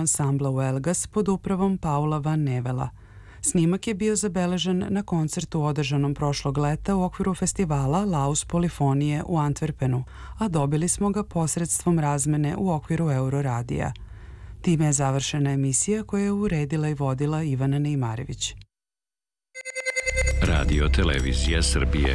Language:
Serbian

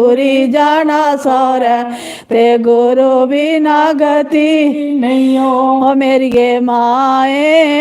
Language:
Dogri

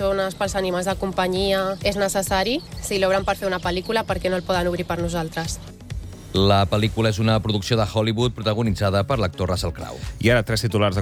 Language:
Catalan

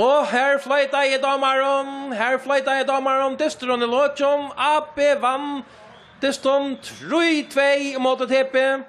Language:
Faroese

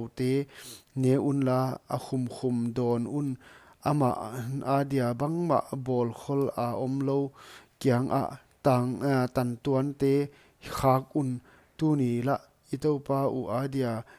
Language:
Paite Chin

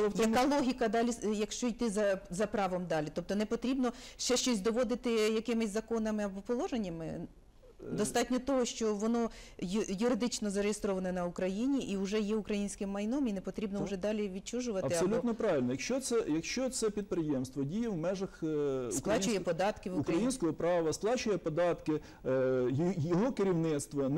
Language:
Ukrainian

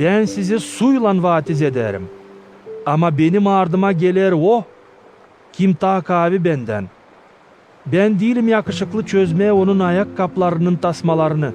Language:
Gagauz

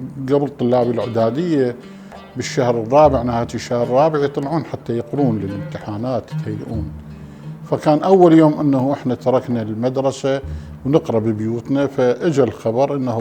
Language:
Mesopotamian Arabic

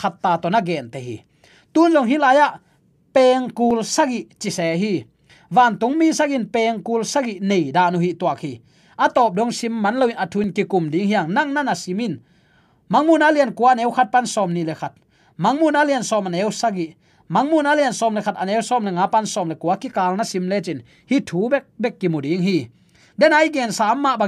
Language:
Tedim Chin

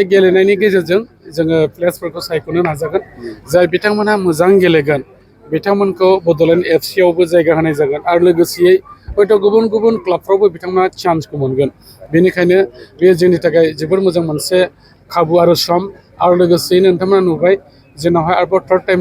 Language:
Bodo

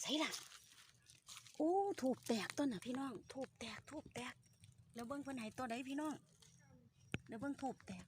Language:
Northeastern Thai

